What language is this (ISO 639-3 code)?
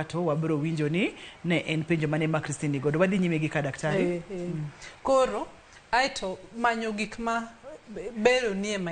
luo